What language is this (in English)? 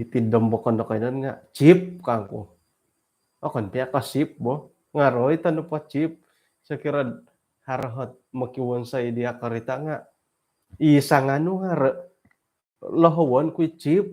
Central Dusun